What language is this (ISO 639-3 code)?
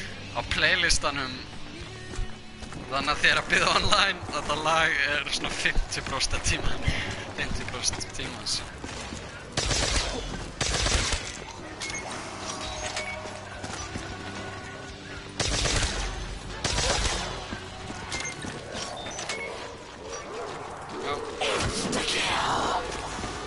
isl